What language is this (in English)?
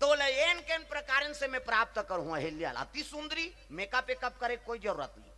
Chhattisgarhi